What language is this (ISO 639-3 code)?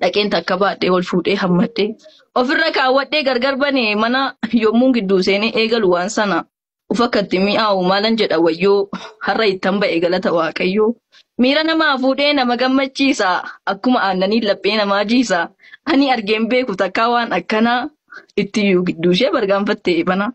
orm